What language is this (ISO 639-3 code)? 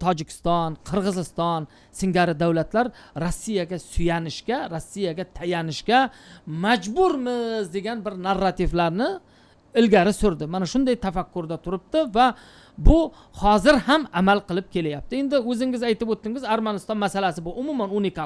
uzb